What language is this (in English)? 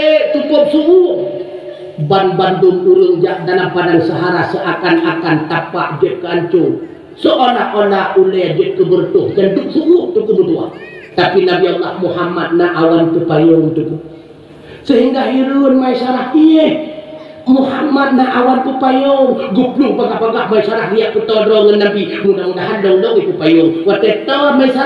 Achinese